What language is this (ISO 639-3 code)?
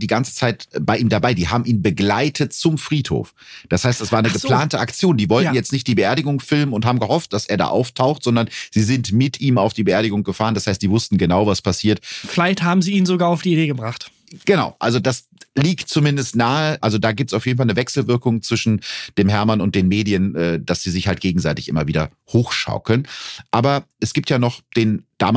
deu